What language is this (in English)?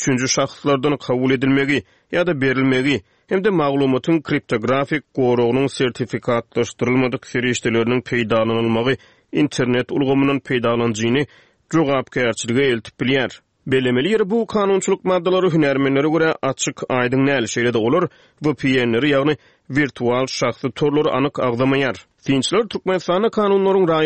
Turkmen